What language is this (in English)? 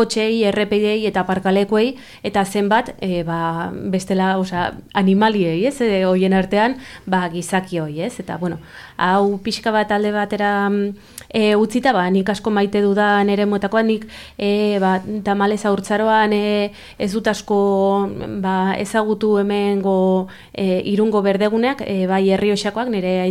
Basque